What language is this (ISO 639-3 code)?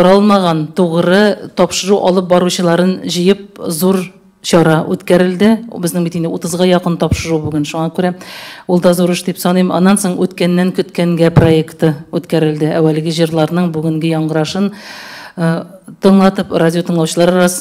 tat